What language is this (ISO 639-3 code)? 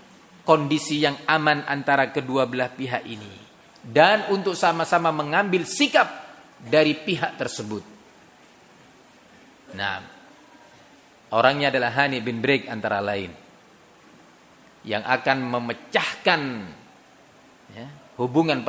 ind